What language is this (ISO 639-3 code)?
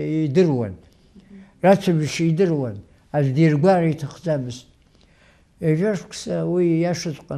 abk